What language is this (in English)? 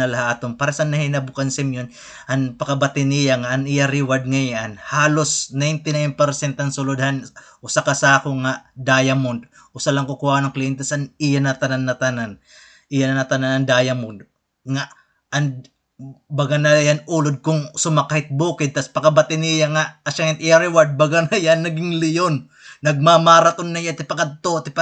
Waray